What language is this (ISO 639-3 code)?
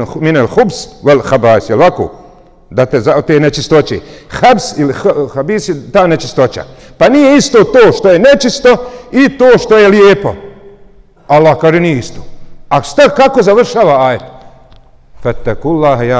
bos